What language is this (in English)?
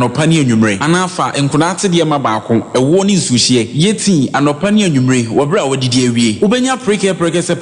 Akan